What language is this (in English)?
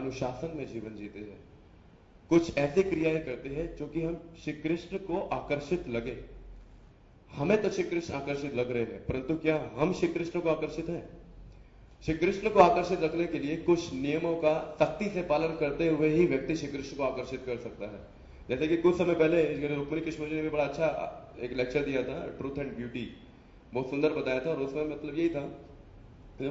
Hindi